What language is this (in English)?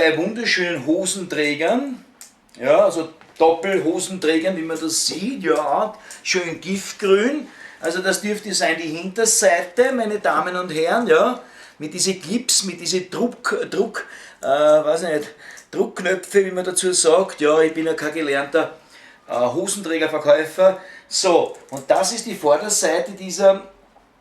Bavarian